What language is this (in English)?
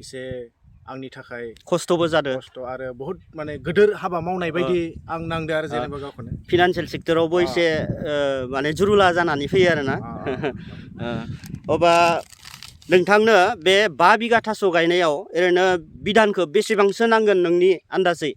Bodo